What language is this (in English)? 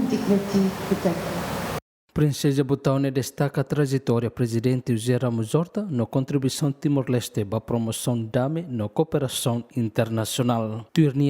Tetum